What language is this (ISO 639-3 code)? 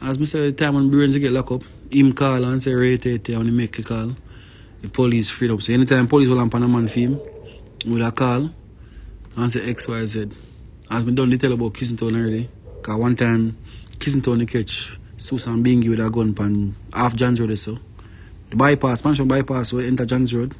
jam